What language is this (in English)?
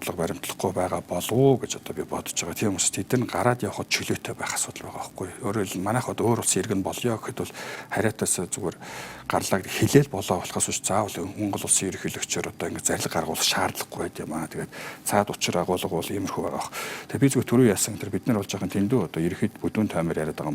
Mongolian